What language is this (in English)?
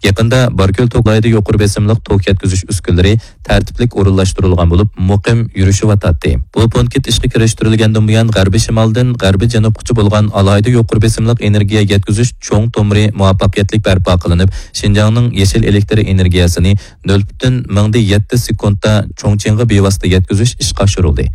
Uyghur